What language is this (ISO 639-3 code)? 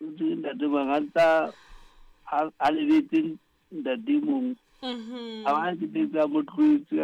sot